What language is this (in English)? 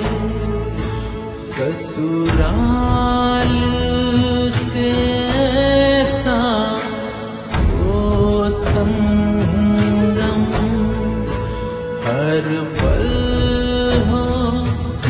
Hindi